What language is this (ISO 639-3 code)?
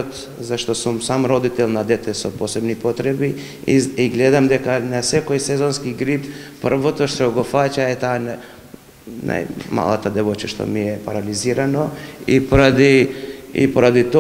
mkd